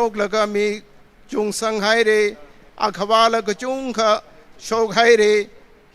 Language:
Tangkhul Naga (India)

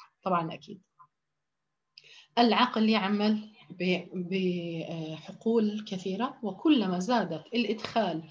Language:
Arabic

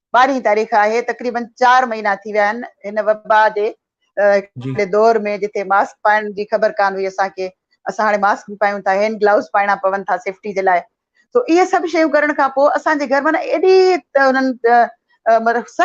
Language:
Sindhi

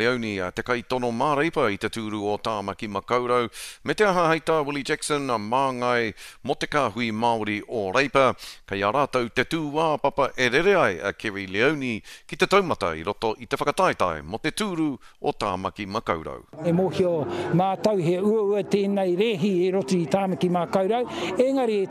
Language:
Māori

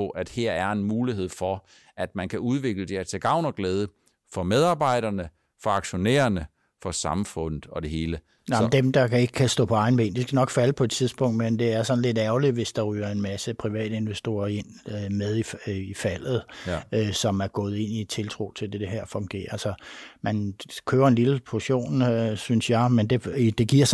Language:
Danish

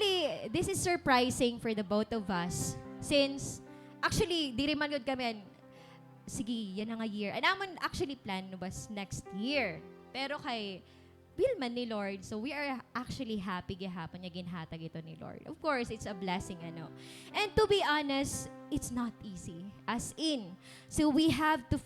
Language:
Waray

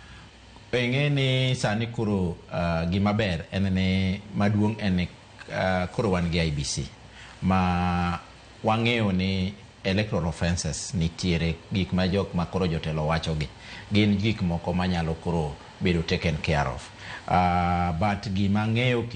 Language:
Luo (Kenya and Tanzania)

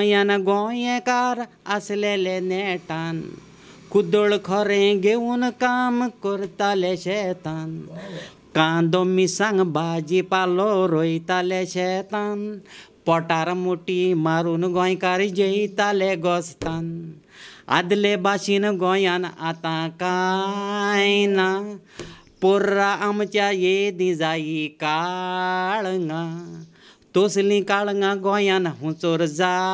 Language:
Konkani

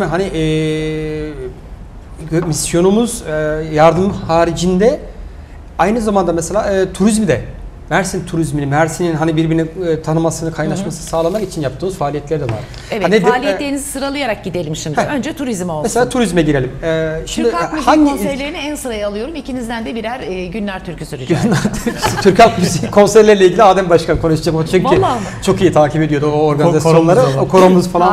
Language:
Turkish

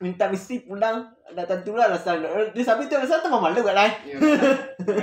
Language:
Minangkabau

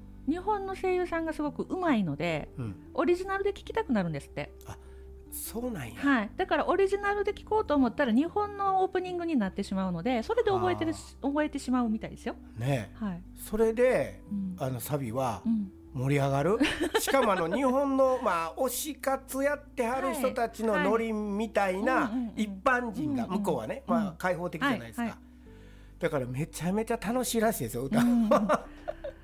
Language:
Japanese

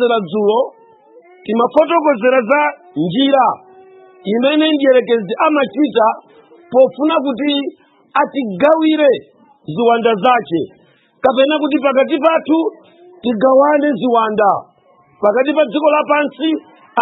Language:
Nyanja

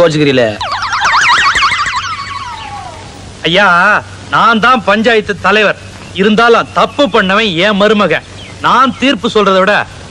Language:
Tamil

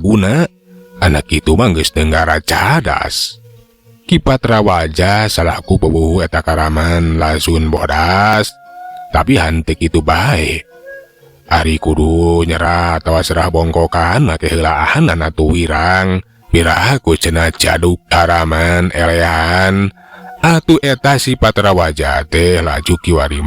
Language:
Sundanese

